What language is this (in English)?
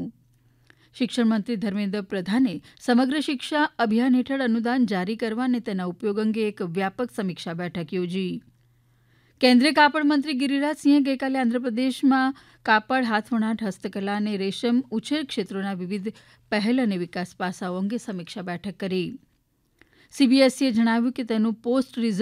Gujarati